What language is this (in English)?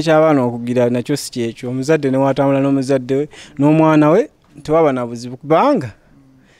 Ganda